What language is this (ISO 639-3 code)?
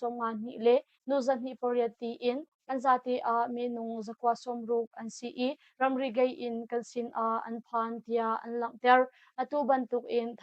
cnh